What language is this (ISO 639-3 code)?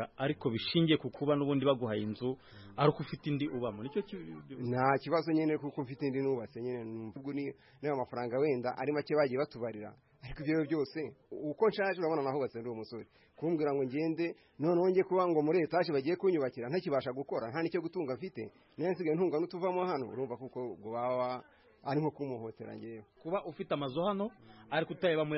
kin